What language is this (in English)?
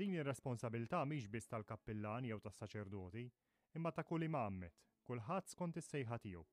Maltese